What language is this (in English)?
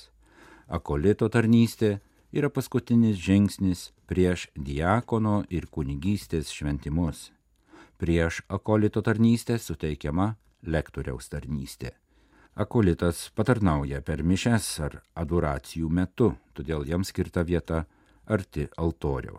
Lithuanian